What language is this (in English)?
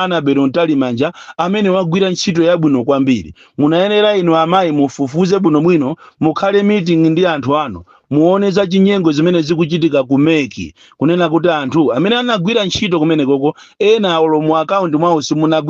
Nyanja